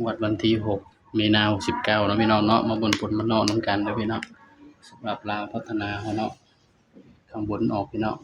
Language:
Northeastern Thai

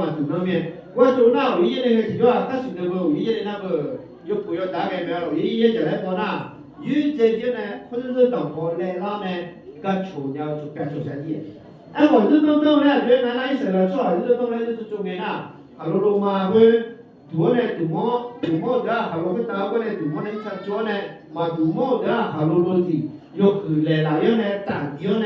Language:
Akha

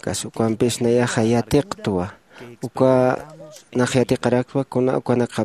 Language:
Aymara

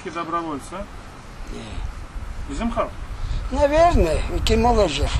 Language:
Crimean Tatar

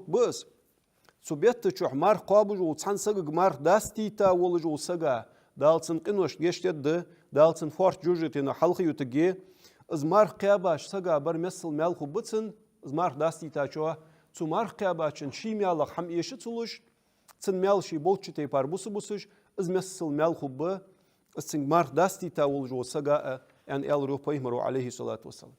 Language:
Ingush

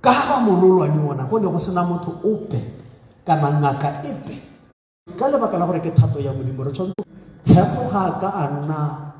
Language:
Tswana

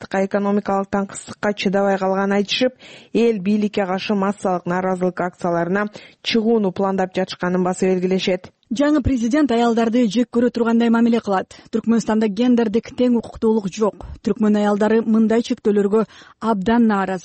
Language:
Kyrgyz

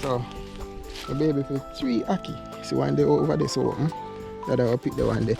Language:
Jamaican Creole English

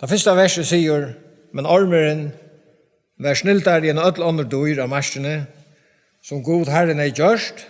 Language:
Faroese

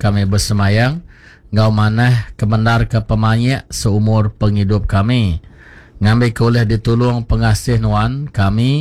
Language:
Iban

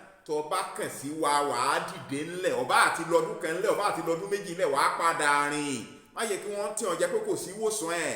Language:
Yoruba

